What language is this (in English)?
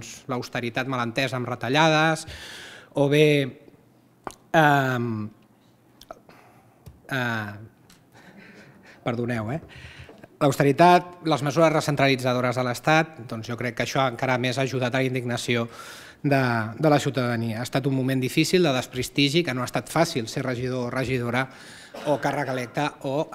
Catalan